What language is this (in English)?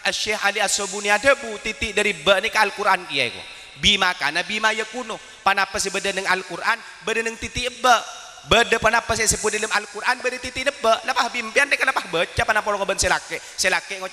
Madurese